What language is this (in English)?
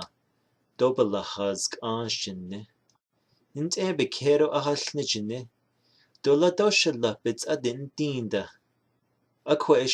Navajo